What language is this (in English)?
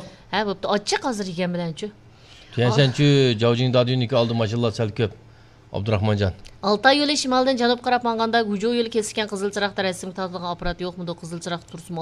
Uyghur